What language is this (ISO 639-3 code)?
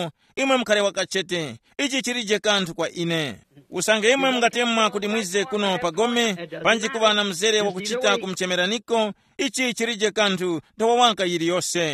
tum